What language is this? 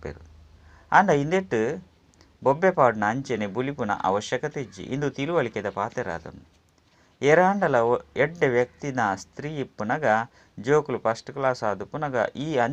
Tulu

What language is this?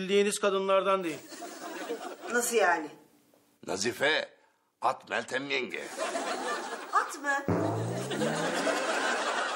Turkish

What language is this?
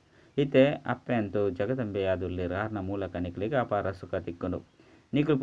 Tulu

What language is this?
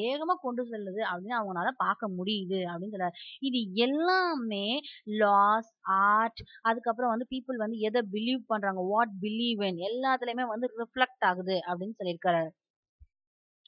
Tamil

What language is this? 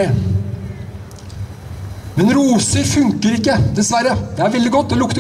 Norwegian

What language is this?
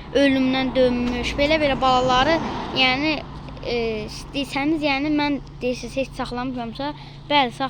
Azerbaijani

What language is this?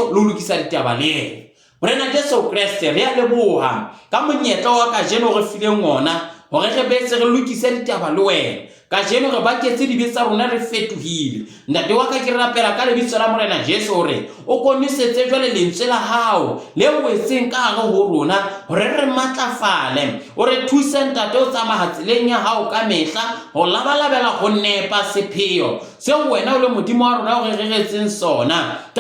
Southern Sotho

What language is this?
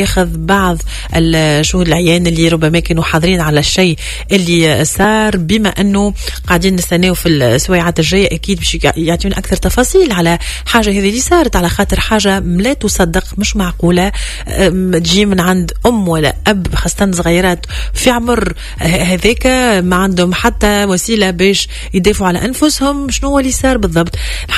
Tunisian Arabic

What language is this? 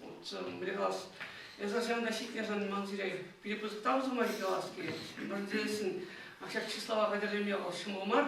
Chuvash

